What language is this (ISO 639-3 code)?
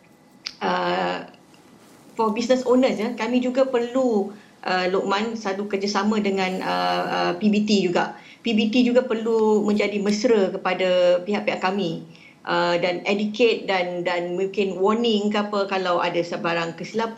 msa